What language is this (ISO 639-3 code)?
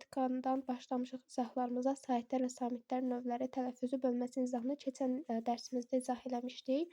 aze